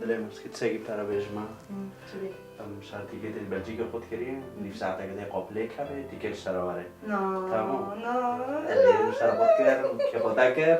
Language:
Kurdish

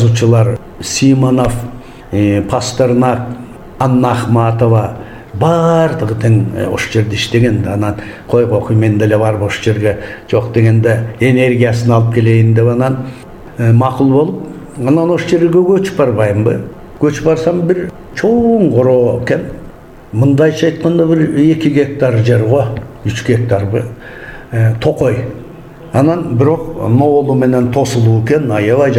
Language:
Kyrgyz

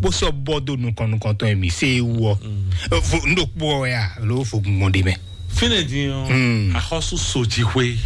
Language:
Fon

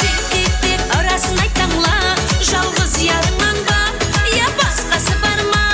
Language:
Kara-Kalpak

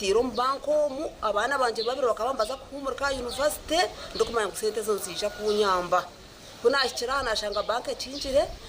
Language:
Nyankole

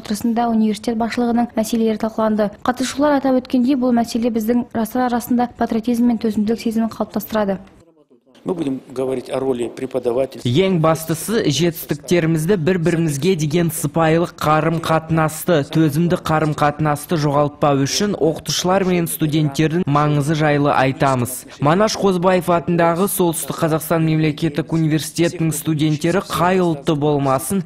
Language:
Kazakh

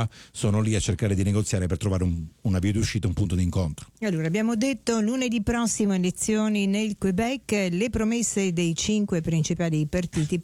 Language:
Italian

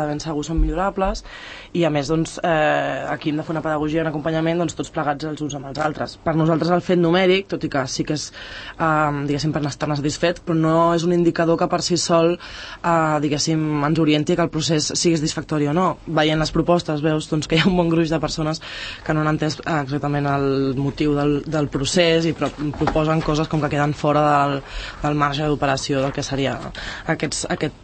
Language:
Catalan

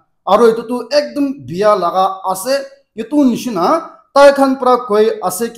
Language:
Naga Pidgin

